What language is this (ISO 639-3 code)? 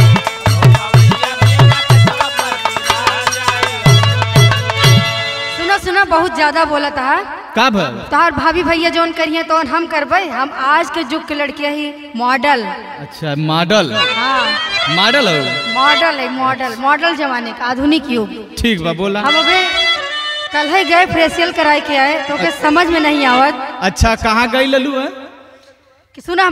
bho